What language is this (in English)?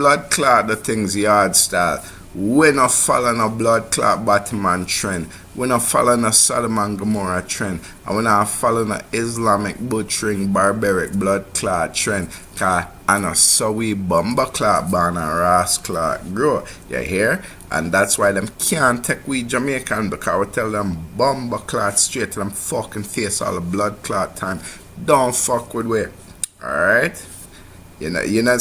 Jamaican Creole English